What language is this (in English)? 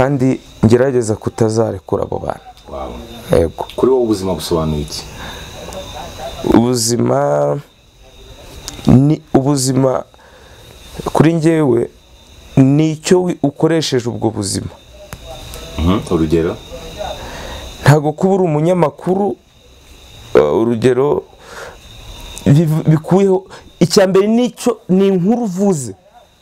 Kinyarwanda